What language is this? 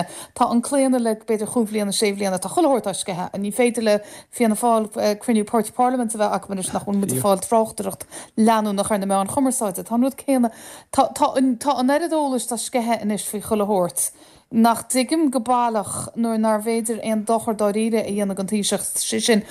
Irish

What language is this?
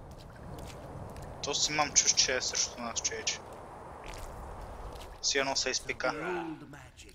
Bulgarian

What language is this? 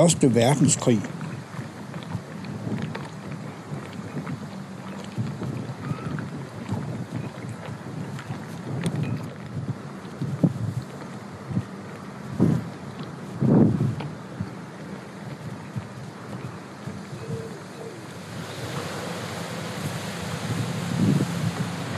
Danish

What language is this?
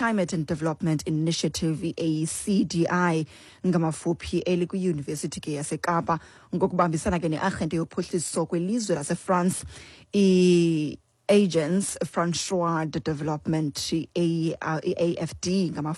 Xhosa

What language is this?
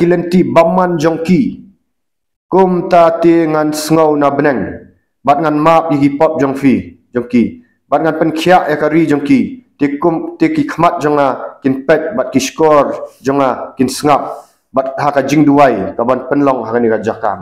Khasi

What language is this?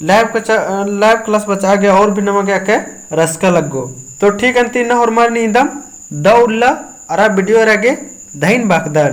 Kurukh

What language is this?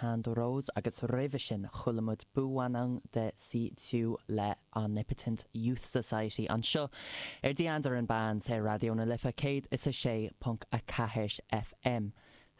Irish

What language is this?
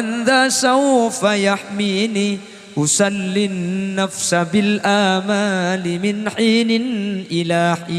Madurese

